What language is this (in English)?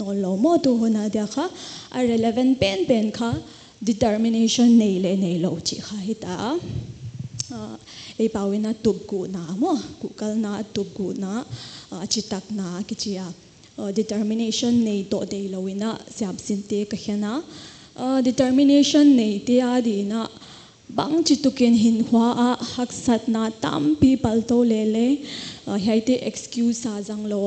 Paite Chin